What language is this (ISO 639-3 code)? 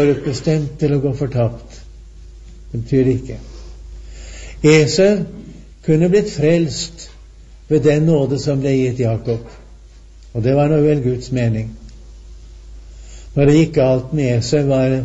nor